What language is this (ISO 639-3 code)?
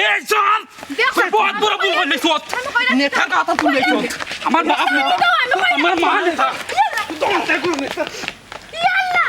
syl